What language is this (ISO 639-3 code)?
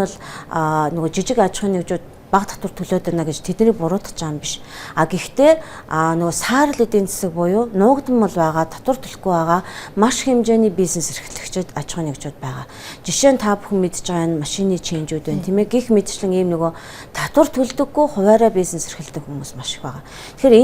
mon